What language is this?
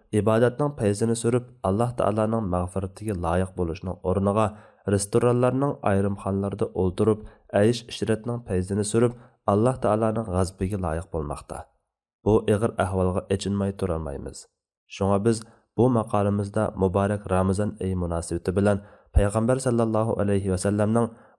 Uyghur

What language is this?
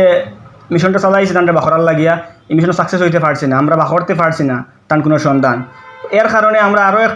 Sylheti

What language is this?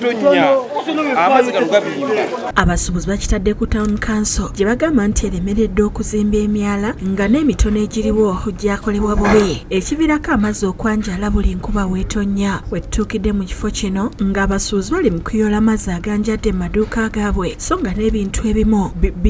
Ganda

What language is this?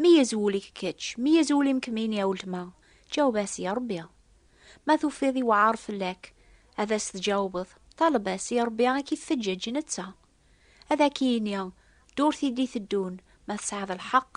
Kabyle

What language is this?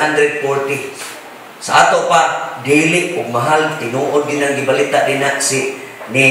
Cebuano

